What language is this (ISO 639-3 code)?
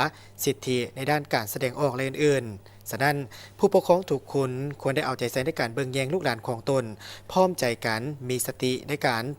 lao